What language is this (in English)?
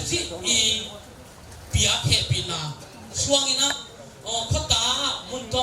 Tedim Chin